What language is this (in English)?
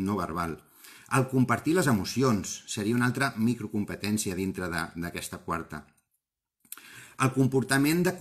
Catalan